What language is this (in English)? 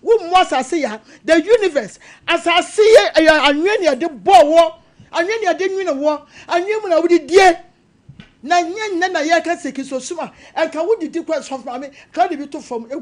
Akan